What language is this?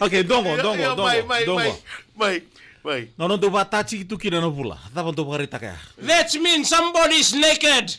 Fijian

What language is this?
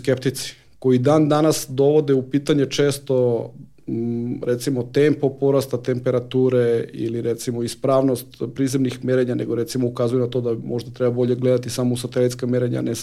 Serbian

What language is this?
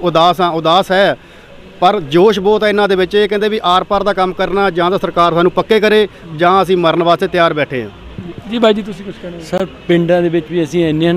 Punjabi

